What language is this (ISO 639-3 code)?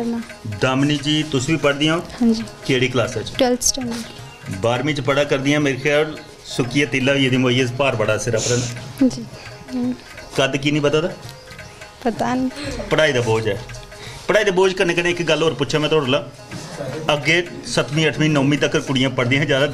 doi